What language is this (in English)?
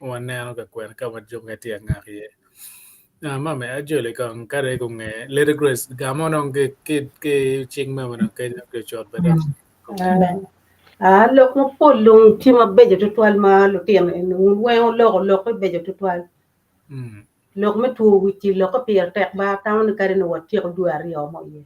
Acoli